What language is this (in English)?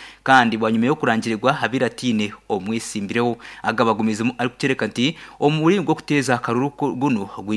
Nyankole